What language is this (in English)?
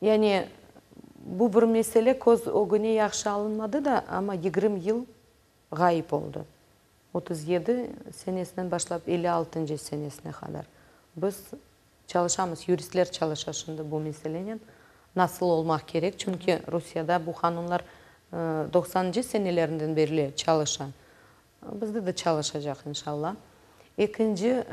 Crimean Tatar